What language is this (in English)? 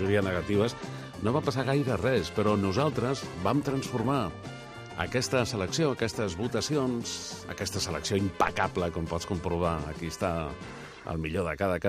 Catalan